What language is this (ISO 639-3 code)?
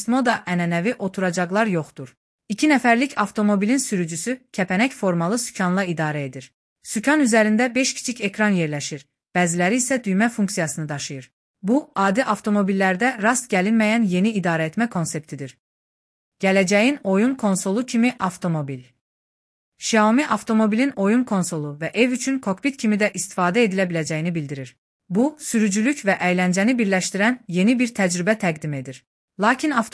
aze